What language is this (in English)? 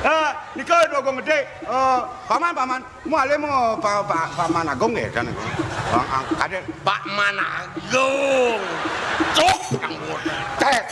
Balinese